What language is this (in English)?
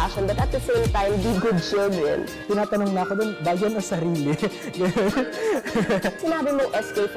Bikol